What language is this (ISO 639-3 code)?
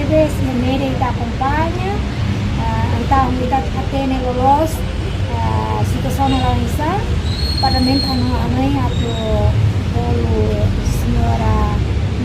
tet